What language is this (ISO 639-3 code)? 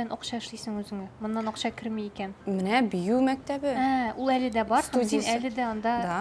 tat